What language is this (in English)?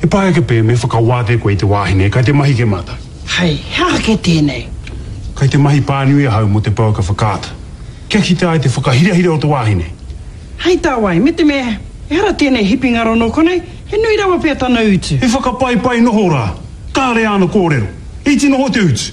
Māori